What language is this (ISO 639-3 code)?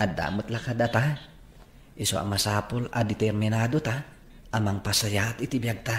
ilo